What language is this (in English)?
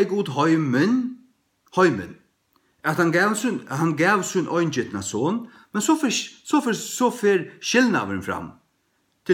Faroese